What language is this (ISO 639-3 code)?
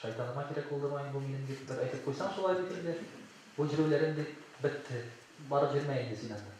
tat